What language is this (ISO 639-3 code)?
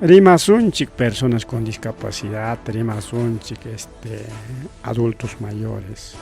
quy